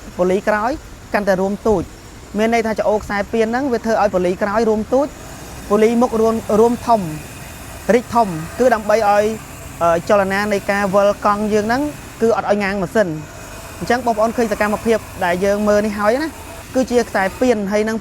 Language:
Khmer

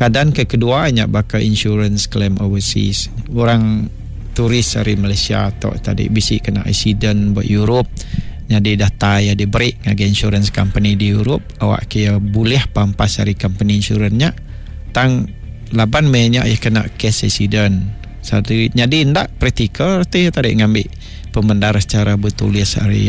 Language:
Iban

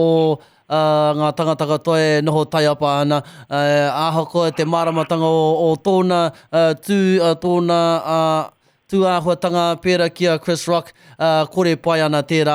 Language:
Māori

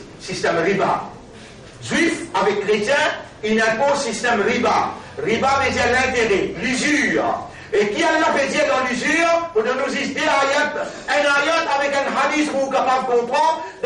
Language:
Morisyen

